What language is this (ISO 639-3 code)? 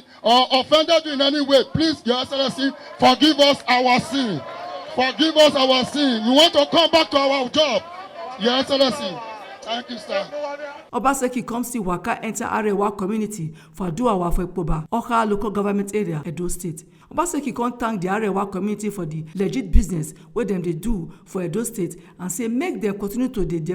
pcm